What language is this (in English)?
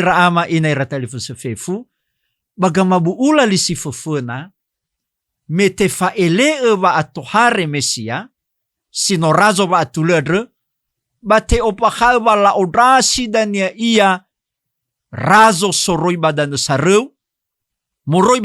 Nias